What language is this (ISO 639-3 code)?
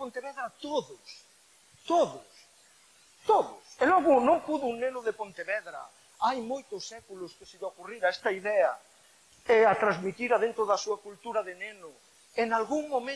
glg